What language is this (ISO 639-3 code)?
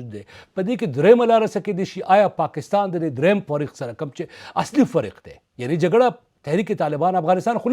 pus